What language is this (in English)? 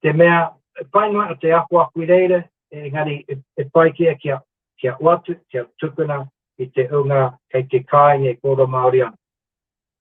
Māori